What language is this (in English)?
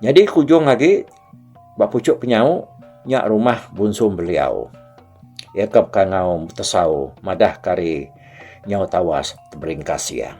Iban